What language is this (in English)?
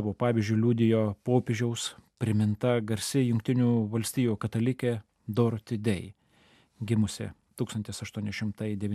Lithuanian